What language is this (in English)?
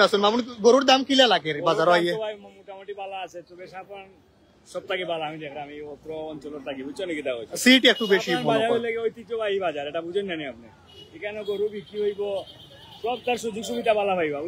Sylheti